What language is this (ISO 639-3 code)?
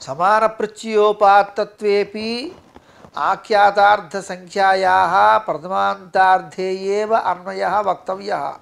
san